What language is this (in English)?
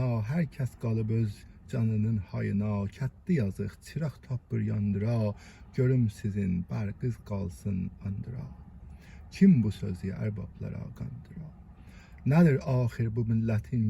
South Azerbaijani